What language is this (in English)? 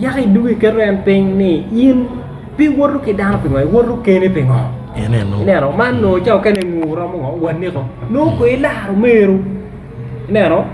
Acoli